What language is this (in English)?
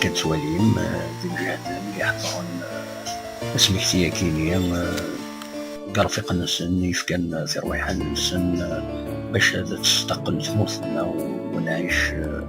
Kabyle